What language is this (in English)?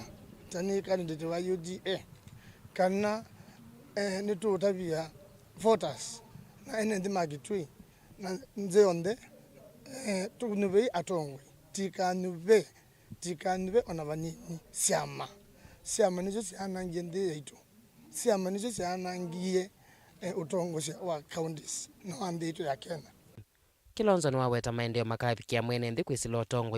Kamba